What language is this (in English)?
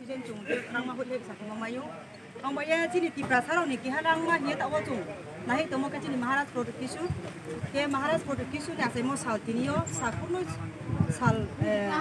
Kok Borok